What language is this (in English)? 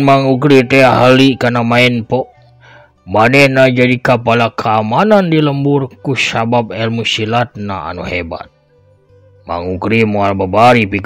Sundanese